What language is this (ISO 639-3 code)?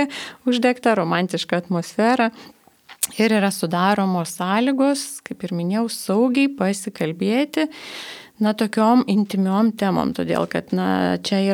lit